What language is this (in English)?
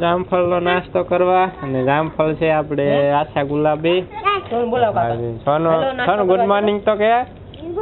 Gujarati